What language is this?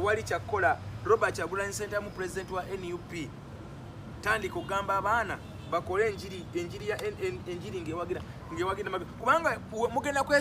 Ganda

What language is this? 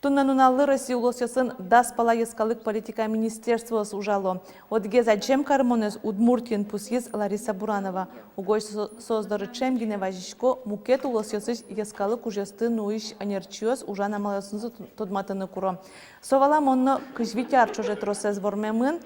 Udmurt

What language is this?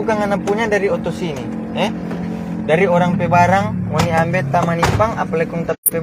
Manado Malay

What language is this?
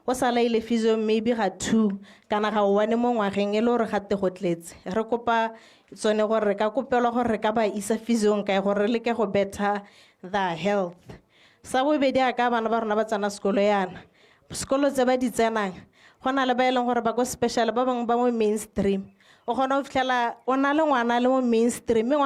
Tswana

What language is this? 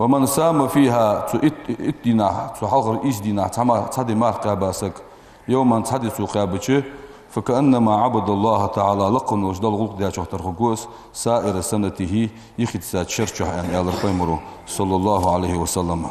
Ingush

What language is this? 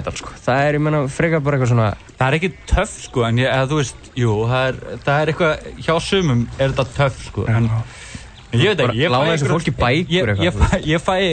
Icelandic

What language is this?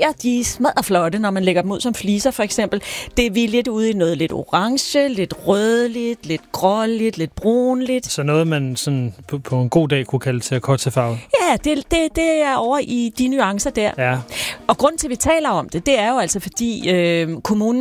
Danish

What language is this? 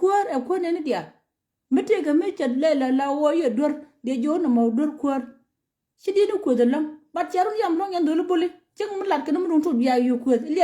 Nuer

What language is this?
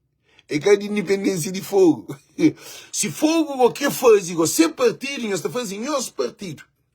Kabuverdianu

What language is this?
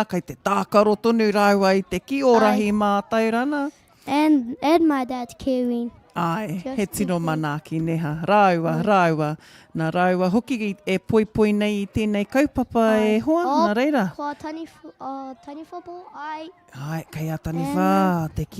Māori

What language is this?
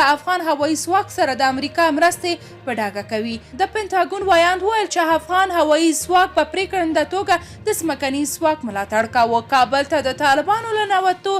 Pashto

